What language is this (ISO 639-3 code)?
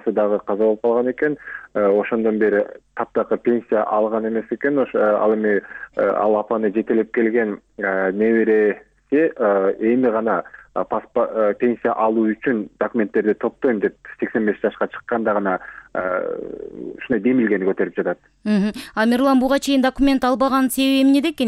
kir